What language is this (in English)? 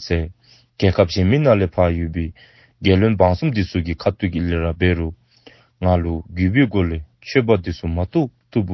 Dzongkha